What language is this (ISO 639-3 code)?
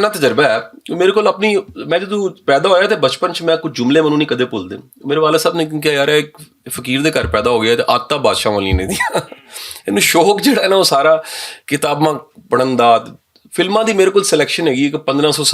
lah